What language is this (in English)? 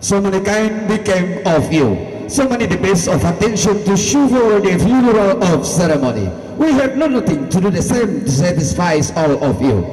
Toraja-Sa'dan